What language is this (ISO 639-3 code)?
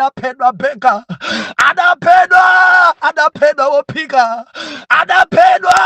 nya